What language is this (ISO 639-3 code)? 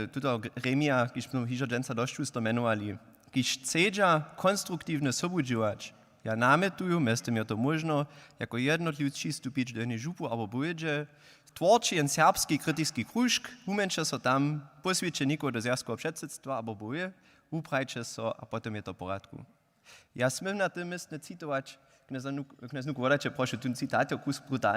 hsb